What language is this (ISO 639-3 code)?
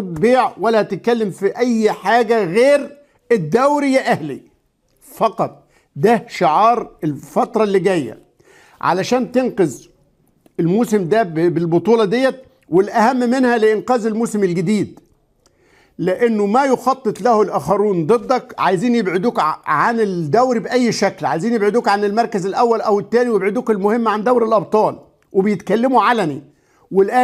arz